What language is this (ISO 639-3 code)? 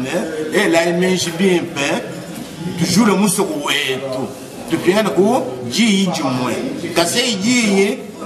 lua